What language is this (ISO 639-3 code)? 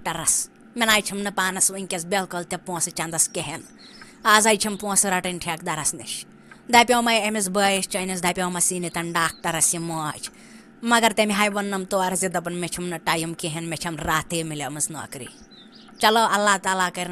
kas